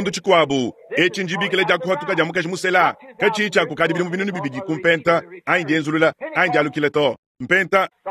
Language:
Luba-Lulua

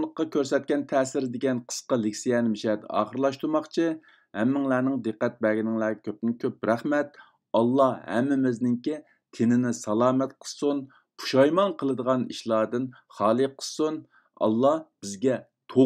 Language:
Uyghur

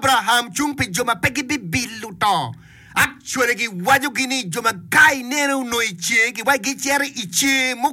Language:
Acoli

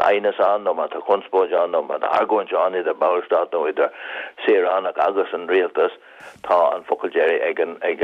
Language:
Irish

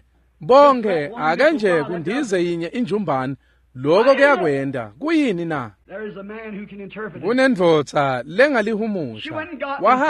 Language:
Swati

